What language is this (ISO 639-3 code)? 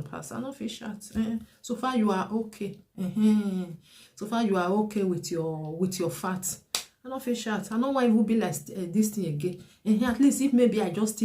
pcm